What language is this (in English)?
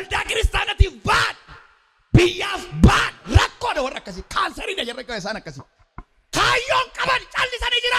Oromo